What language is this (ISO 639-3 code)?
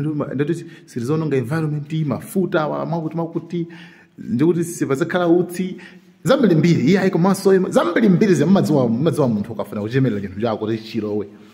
nya